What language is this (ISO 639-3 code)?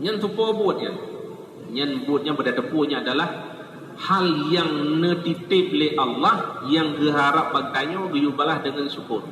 ace